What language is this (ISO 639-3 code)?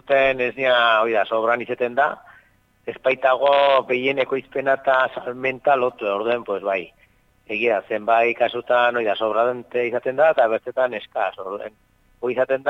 eus